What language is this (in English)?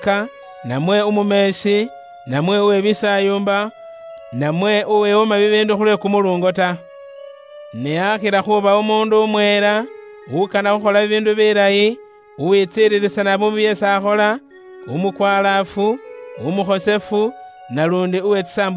Luyia